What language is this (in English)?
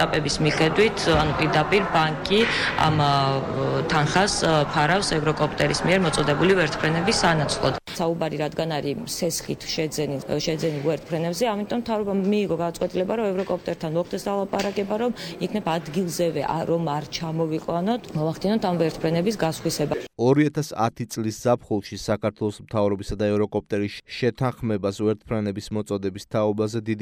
Georgian